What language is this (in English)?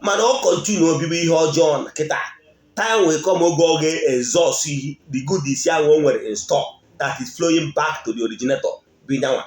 Igbo